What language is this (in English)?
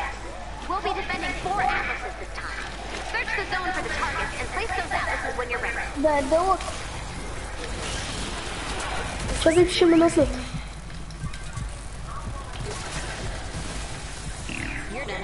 Bulgarian